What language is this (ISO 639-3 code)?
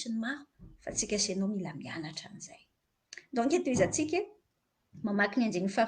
mlg